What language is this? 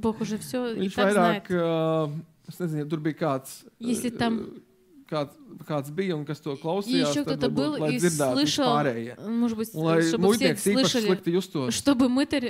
Latvian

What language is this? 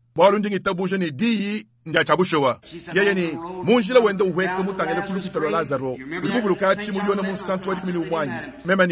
Luba-Lulua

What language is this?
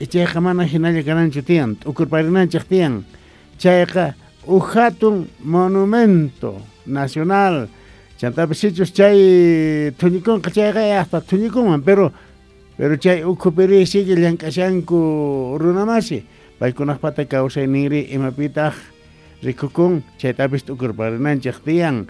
South Bolivian Quechua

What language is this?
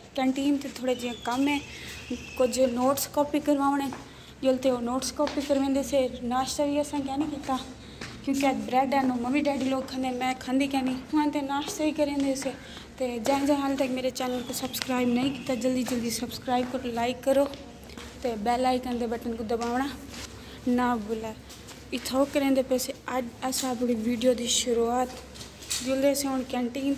Saraiki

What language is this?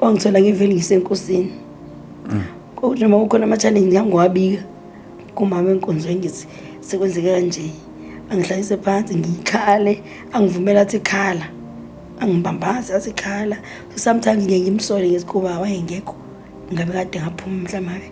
Zulu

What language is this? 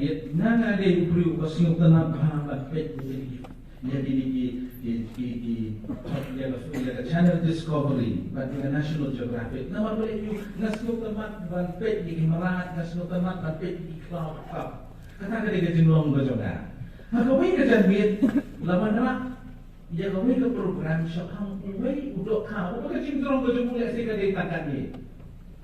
Khasi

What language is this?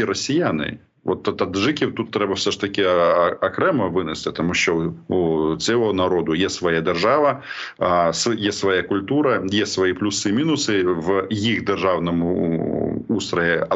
Ukrainian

